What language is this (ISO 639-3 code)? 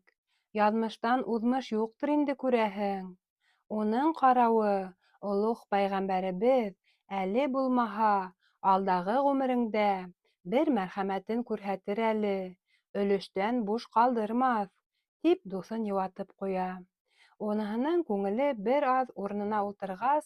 bak